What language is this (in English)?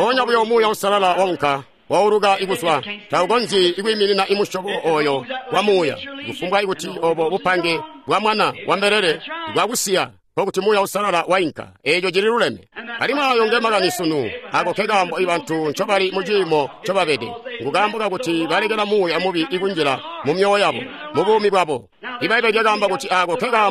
Tonga (Zambia)